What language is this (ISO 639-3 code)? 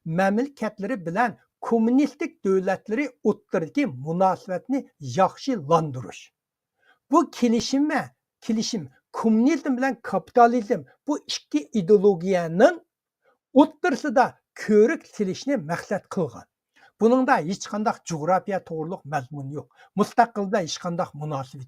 uig